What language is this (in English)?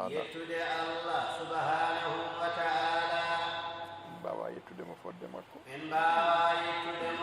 Fula